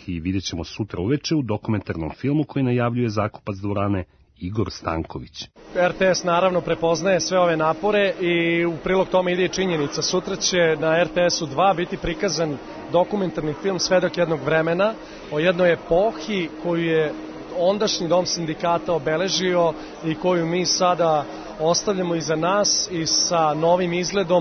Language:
Serbian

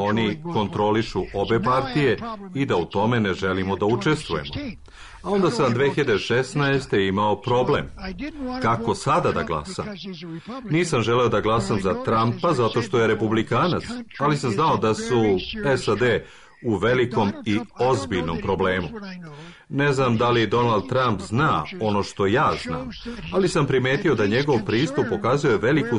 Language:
Serbian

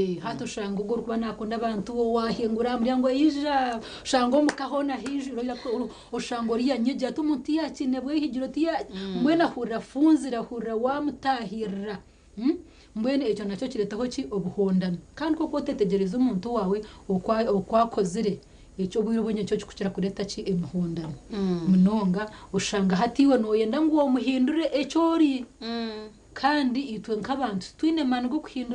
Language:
Nyankole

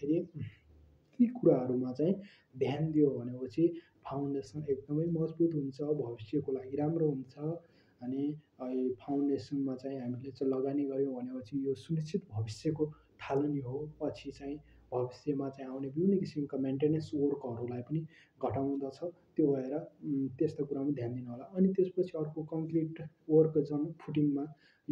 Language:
Nepali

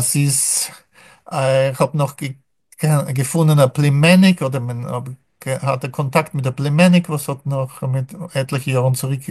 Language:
Yiddish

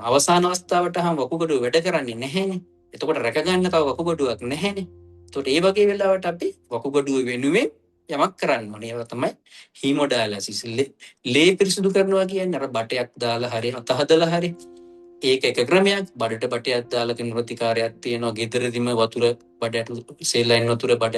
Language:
Sinhala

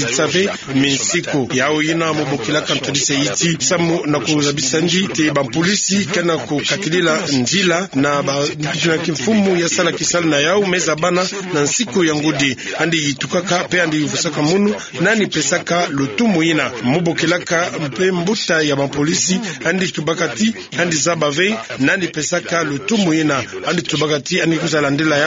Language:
Kituba (Democratic Republic of Congo)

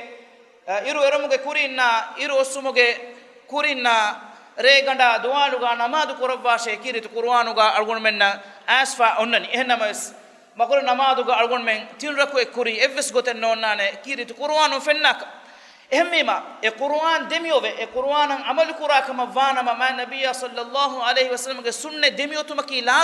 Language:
Divehi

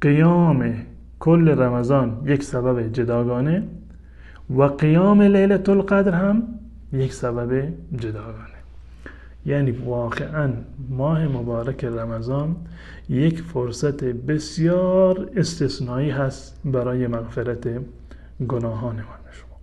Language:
Tajik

